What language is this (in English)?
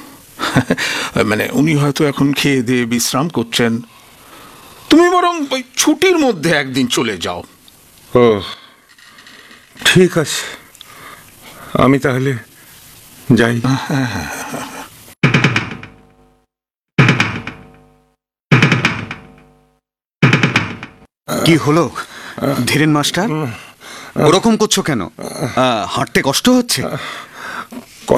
Bangla